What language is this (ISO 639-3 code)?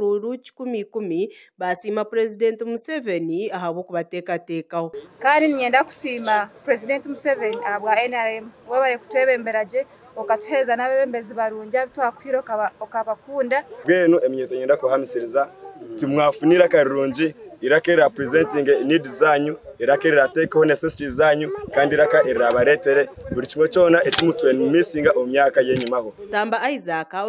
nyn